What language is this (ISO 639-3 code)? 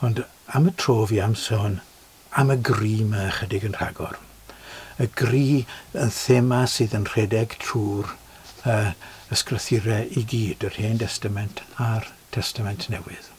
cym